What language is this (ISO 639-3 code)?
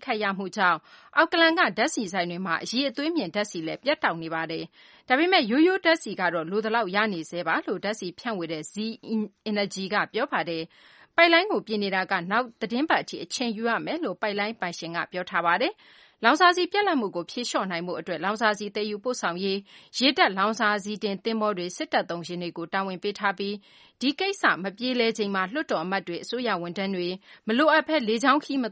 mya